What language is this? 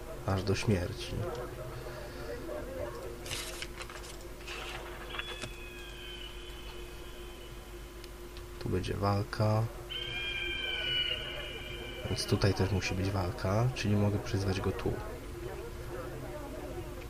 Polish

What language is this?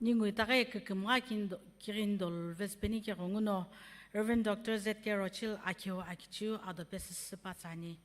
Sumi Naga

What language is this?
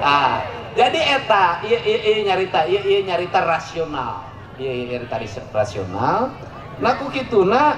Sundanese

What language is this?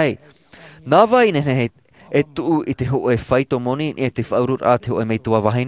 Tahitian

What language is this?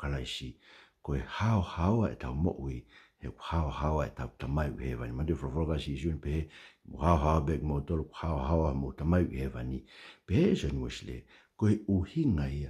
Tongan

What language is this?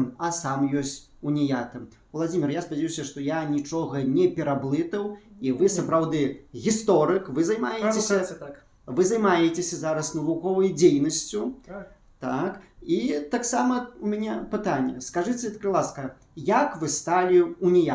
Belarusian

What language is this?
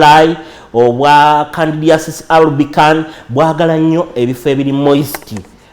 Ganda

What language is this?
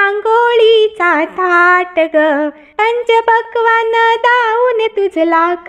Marathi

